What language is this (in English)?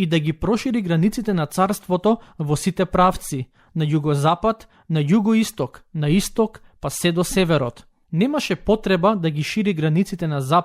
Macedonian